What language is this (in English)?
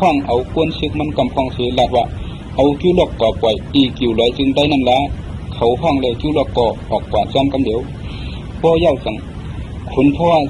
Shan